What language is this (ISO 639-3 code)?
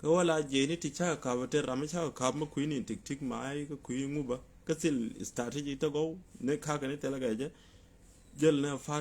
nus